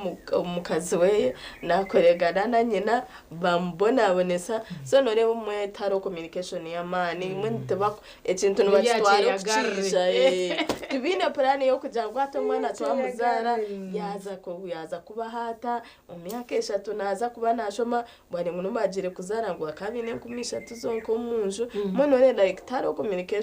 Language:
Nyankole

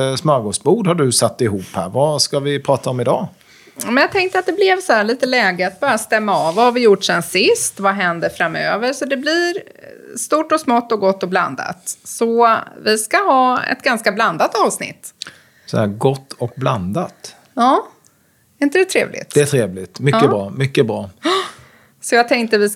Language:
Swedish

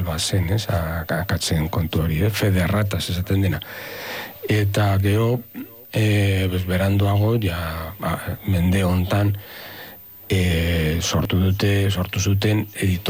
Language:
Basque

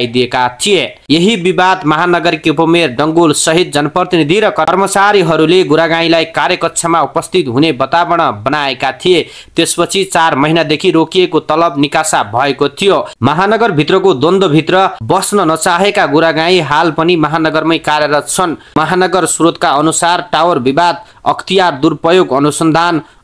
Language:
Nepali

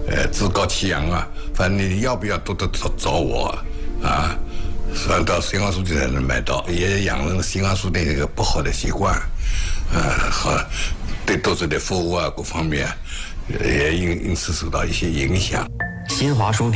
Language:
Chinese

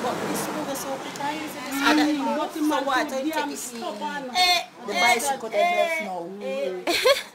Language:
Jamaican Creole English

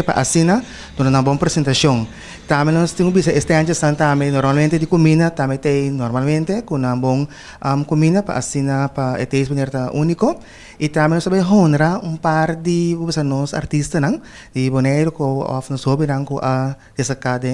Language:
Papiamento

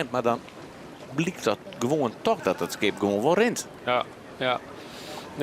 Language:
Western Frisian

